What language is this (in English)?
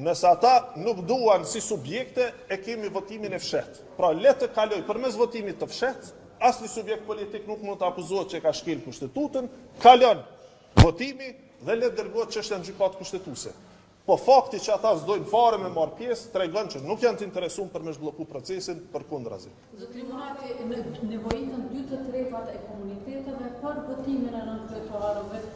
Albanian